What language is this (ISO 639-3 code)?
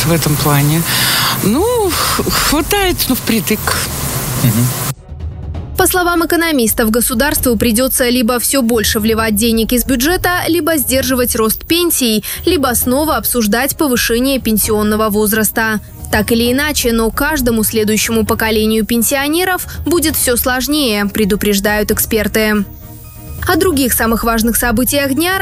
rus